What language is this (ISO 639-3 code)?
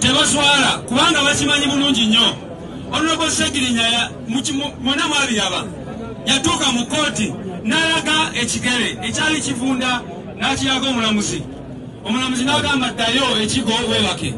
lug